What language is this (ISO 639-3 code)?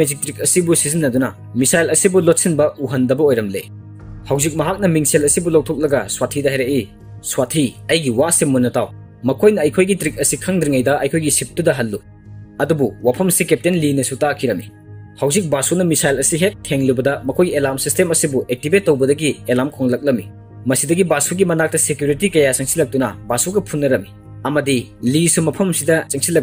mni